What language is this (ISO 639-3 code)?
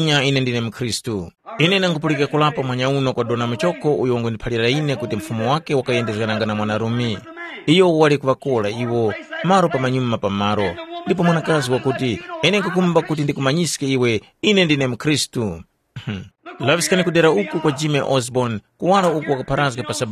tum